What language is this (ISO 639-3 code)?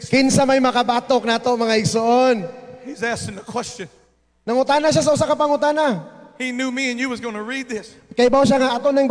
ceb